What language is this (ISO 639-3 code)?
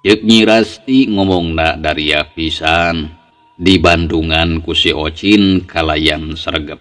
sun